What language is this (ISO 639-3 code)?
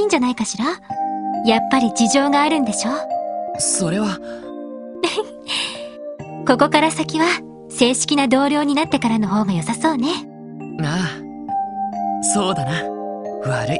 jpn